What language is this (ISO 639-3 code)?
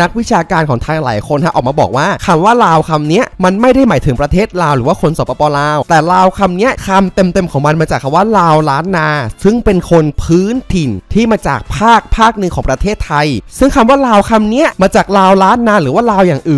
tha